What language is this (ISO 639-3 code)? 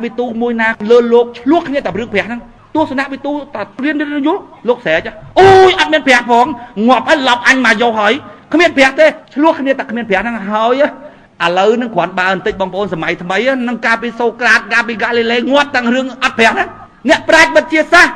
khm